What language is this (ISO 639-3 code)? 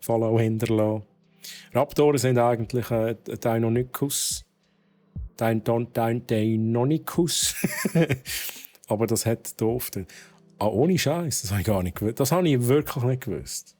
gsw